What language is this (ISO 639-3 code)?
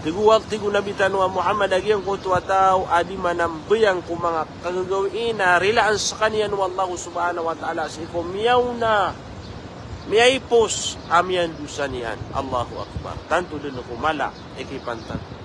mrw